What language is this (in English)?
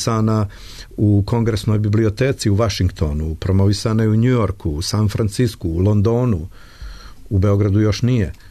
Serbian